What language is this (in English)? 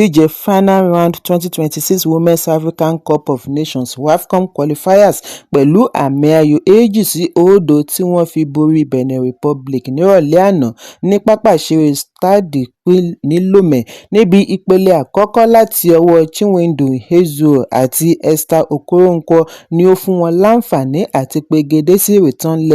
Yoruba